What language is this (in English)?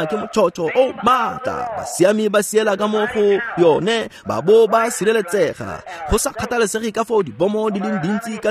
Tswana